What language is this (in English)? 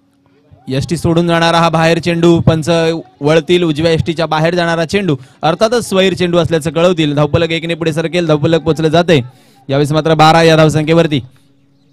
Marathi